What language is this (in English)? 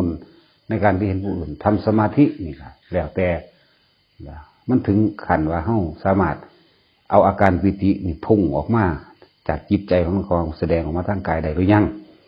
Lao